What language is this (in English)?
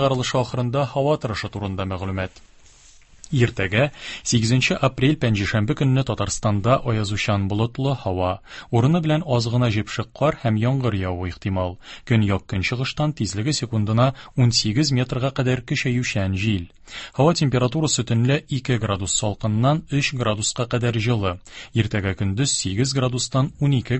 Tatar